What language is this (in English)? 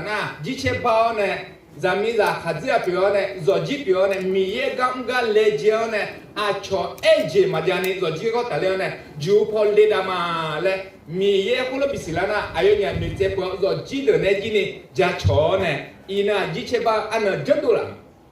Akha